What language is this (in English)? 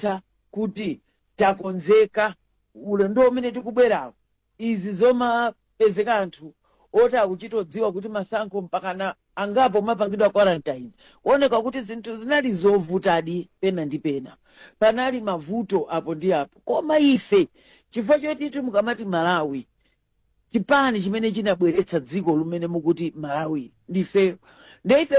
Nyanja